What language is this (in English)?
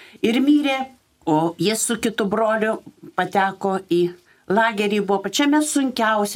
Lithuanian